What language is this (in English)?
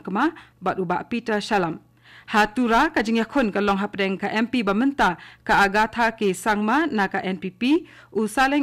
Khasi